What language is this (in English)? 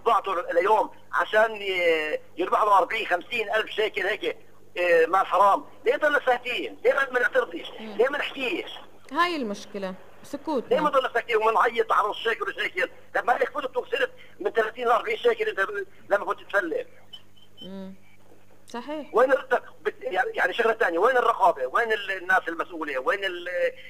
North Levantine Arabic